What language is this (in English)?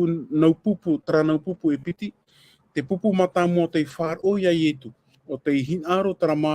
Tahitian